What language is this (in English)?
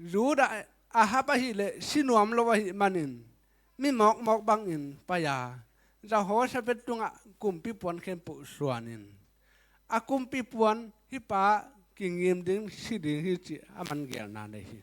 Tedim Chin